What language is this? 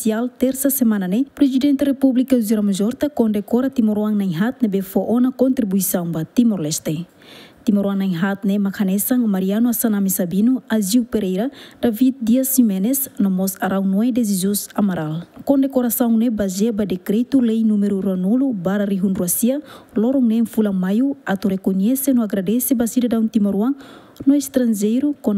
Tetum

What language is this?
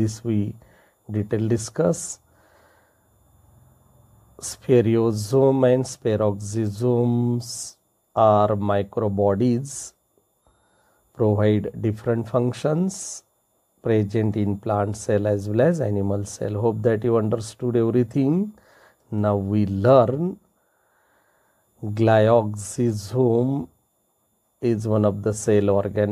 English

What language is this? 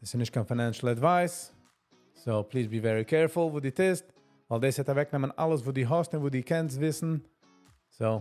Yiddish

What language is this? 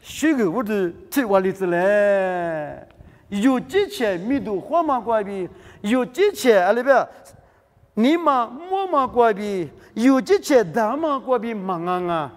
Lisu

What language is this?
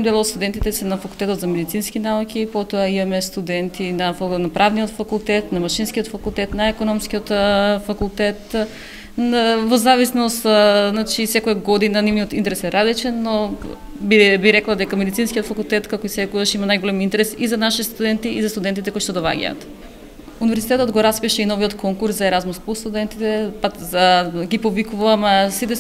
Macedonian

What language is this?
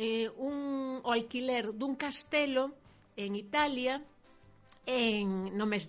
Galician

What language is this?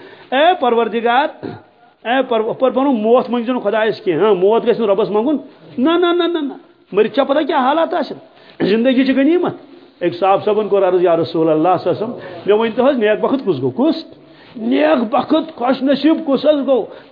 Kashmiri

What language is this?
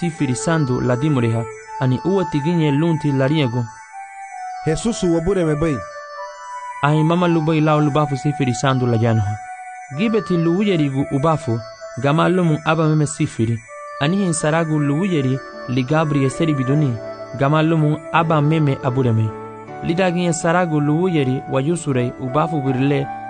Garifuna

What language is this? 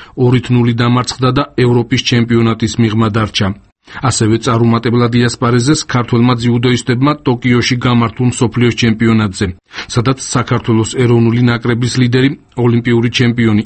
Georgian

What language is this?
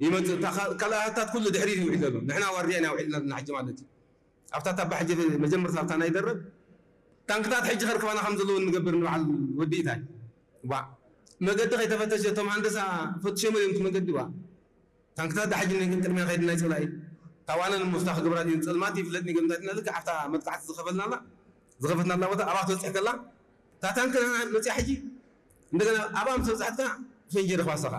Tigrinya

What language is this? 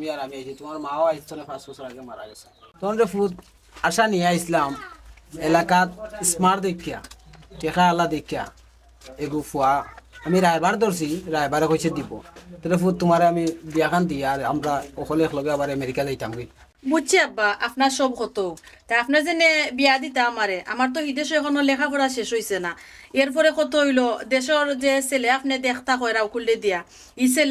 Sylheti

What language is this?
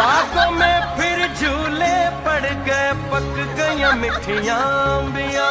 Dogri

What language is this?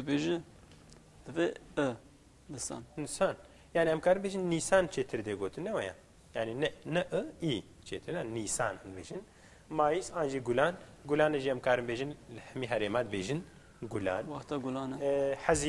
Kurdish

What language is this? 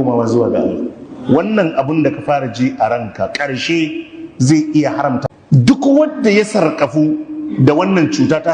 Hausa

